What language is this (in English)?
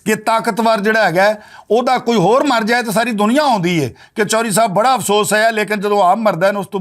Western Panjabi